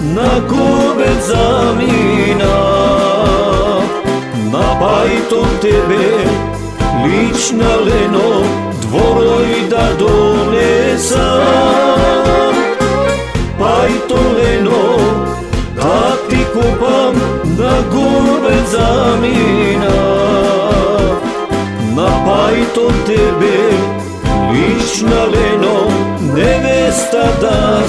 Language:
Macedonian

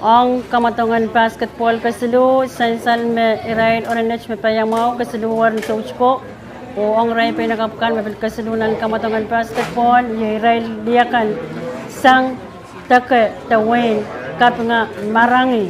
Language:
Pohnpeian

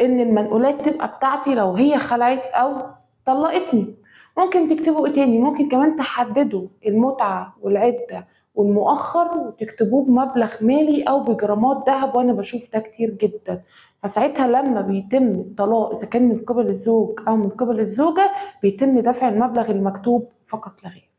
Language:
Egyptian Arabic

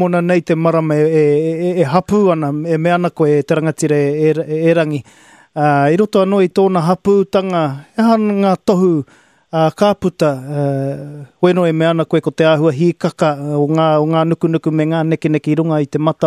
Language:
Māori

